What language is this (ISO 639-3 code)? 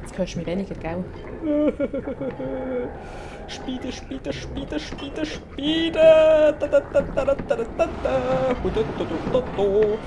gsw